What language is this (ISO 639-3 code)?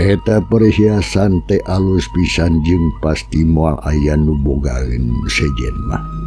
sun